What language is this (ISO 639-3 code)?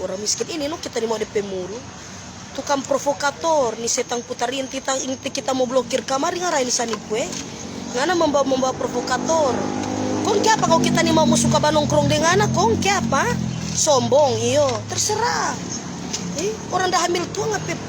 xmm